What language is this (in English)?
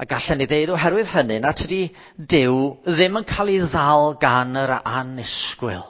Welsh